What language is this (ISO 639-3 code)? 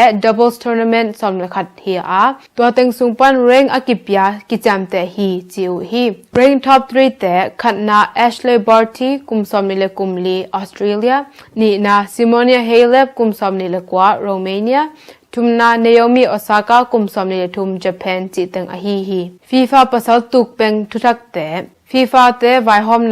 ctd